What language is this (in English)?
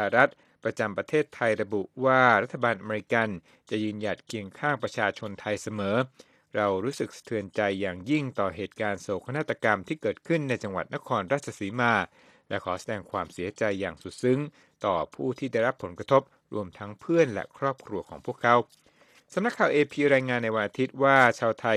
Thai